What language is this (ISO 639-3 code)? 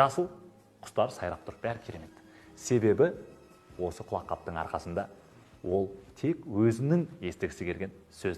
kaz